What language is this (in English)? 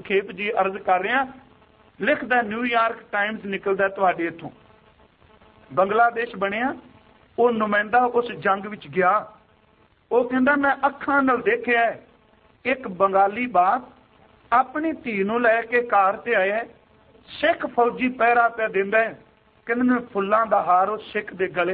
Punjabi